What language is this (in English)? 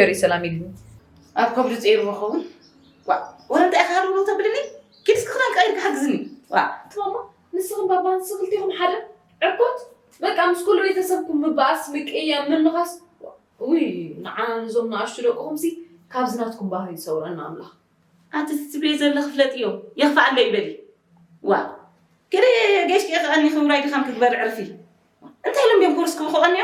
Tigrinya